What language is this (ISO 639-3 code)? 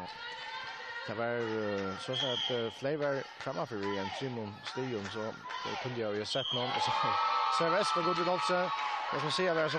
fao